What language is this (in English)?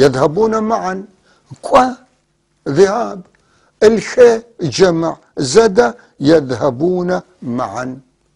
North Levantine Arabic